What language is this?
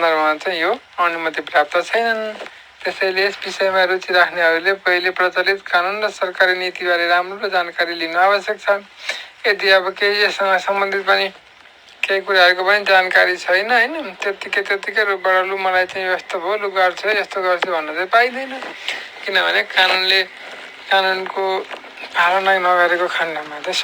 Nepali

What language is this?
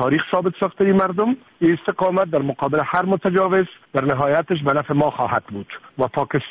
Persian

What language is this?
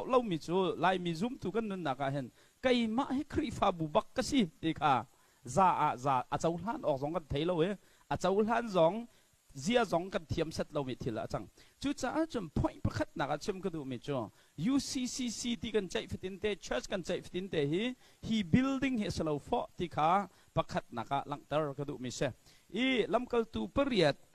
Hakha Chin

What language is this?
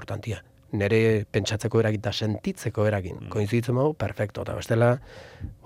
Basque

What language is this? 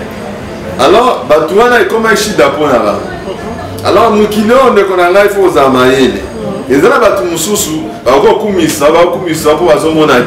Lingala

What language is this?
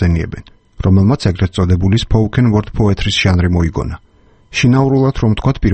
Georgian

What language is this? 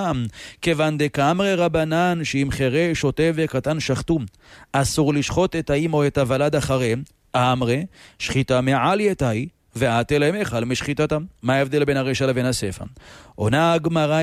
Hebrew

